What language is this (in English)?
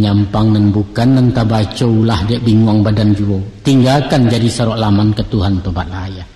Minangkabau